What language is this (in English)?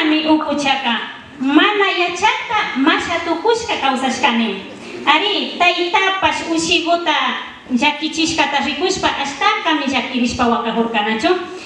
Imbabura Highland Quichua